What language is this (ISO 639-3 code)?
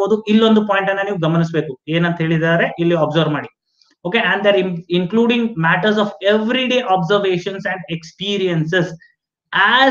kan